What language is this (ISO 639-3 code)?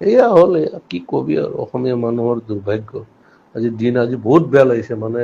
asm